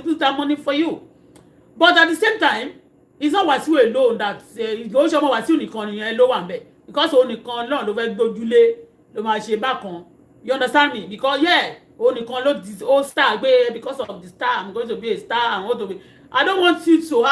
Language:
Yoruba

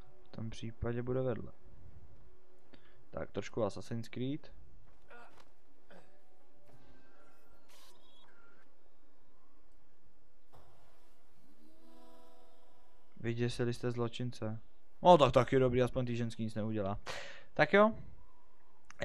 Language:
Czech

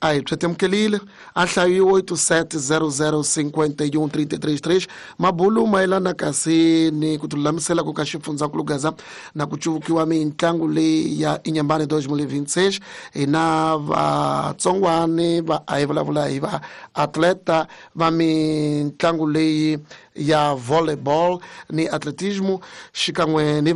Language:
Tsonga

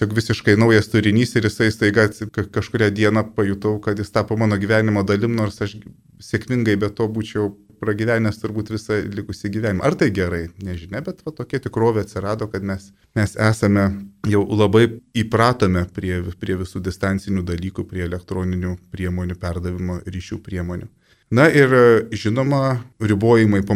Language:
Lithuanian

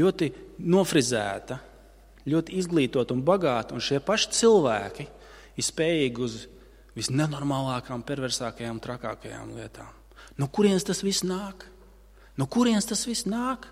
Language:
Latvian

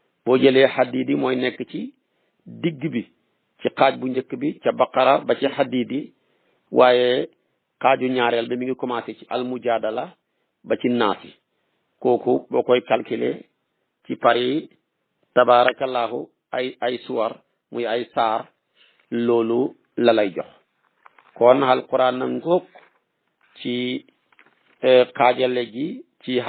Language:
Wolof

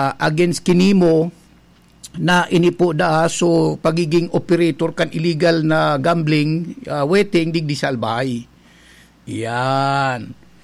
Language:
Bikol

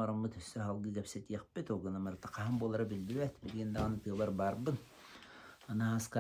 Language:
Yakut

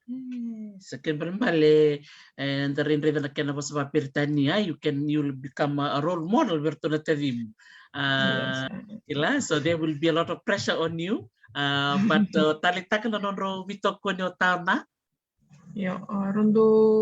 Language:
Fijian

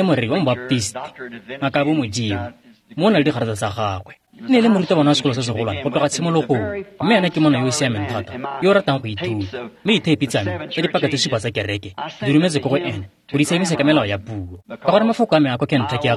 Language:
Tswana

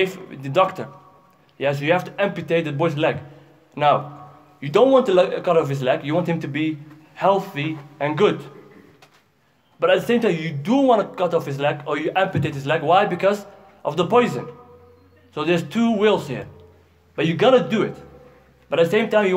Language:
English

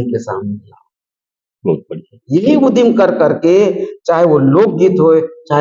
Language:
Chhattisgarhi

